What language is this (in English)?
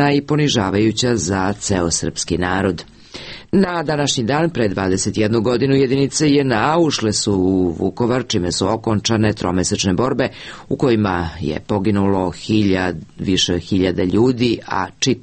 Serbian